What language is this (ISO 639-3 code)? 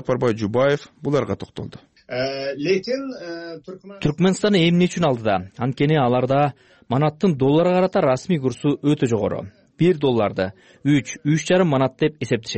kir